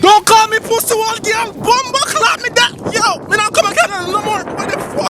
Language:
Jamaican Creole English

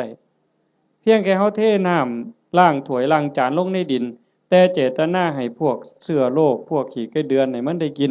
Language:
Northeastern Thai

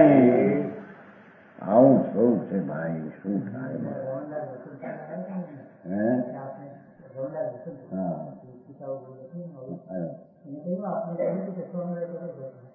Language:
Gujarati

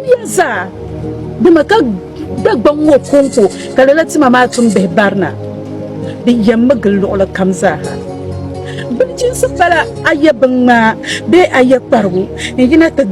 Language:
Dagbani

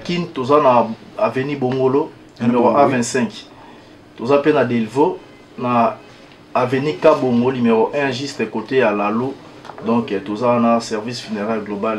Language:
Lingala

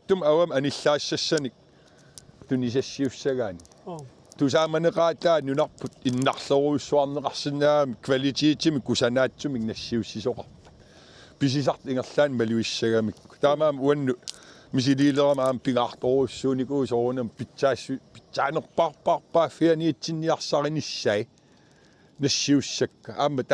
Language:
Kalaallisut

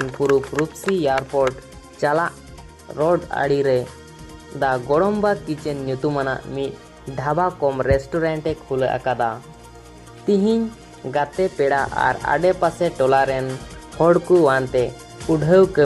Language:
Santali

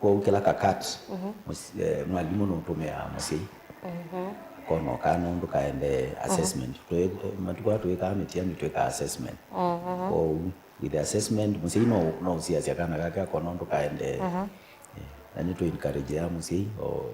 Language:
Kamba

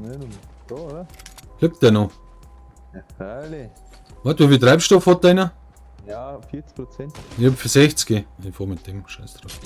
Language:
Bavarian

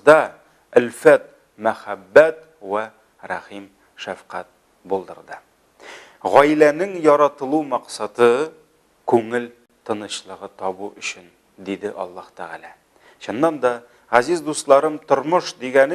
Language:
Tatar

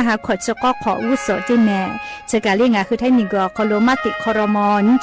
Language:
Lahu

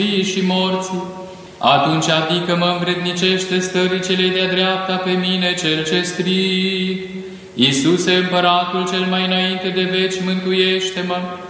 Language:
Romanian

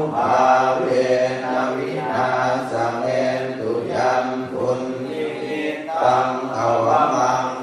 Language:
Pali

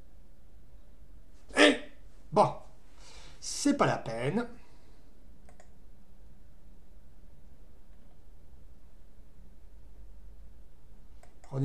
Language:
French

